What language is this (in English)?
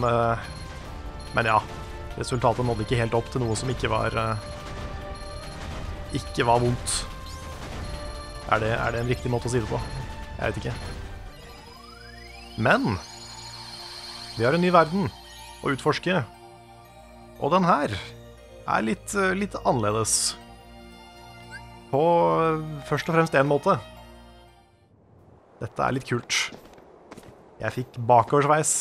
Norwegian